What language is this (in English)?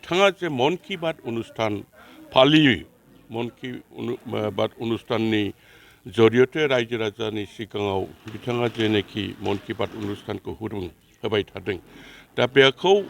Bodo